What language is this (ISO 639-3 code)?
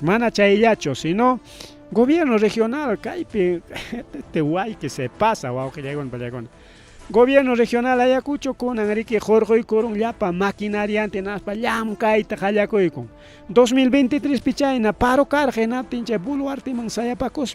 quy